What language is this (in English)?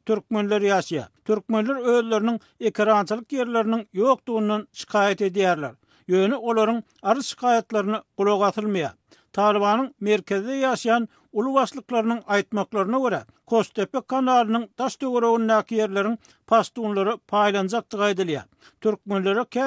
Turkmen